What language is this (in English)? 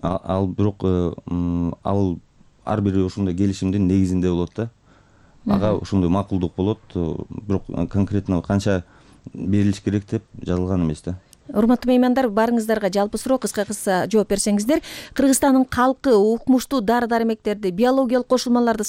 Kyrgyz